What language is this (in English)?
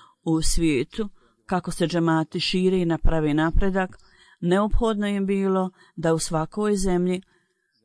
Bosnian